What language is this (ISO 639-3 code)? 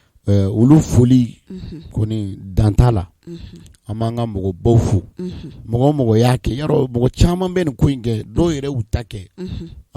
bam